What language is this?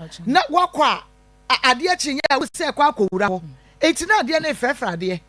Akan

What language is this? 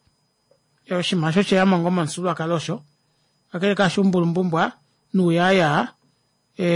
Kuanyama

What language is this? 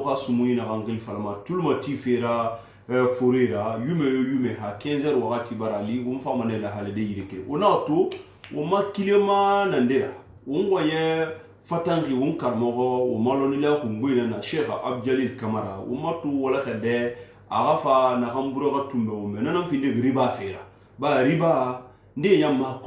Susu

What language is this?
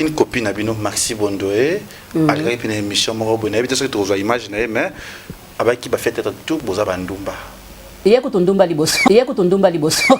Lingala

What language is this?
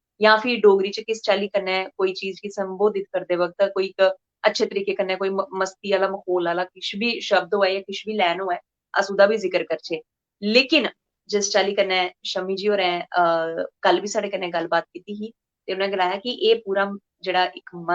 Dogri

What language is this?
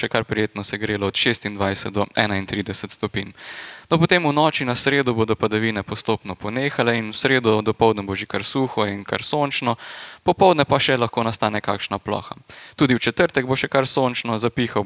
Slovenian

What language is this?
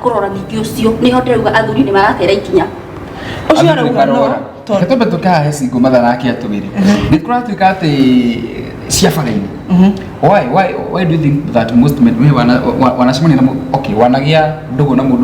Kikuyu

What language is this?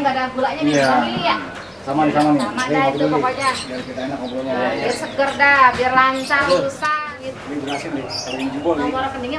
Betawi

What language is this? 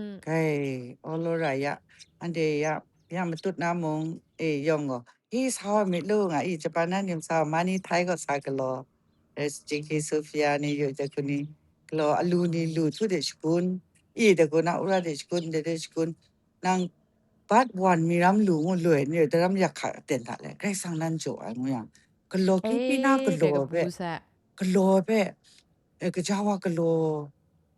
Kachin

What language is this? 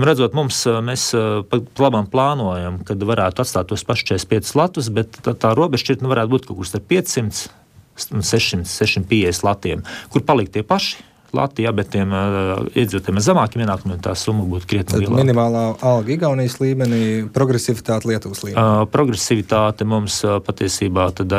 Latvian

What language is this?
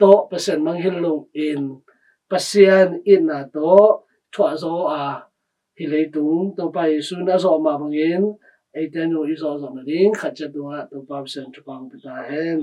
Tedim Chin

